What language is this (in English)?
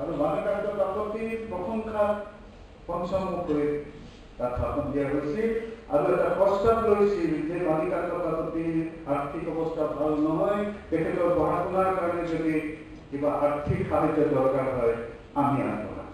Assamese